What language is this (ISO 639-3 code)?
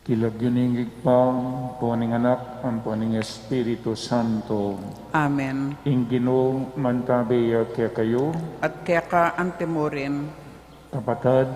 pam